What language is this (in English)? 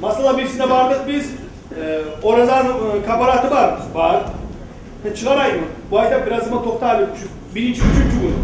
Kumyk